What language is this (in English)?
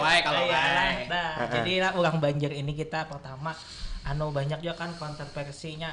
Banjar